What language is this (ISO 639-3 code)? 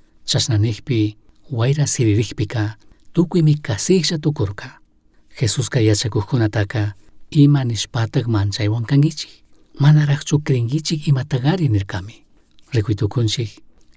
qug